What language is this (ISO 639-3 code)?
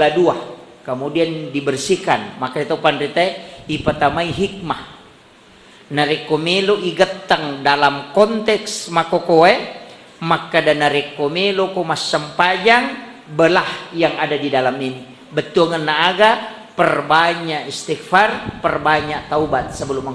bug